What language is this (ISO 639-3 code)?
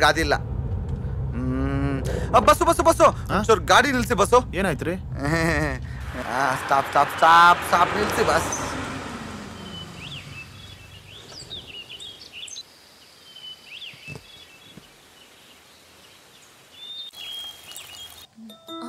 kan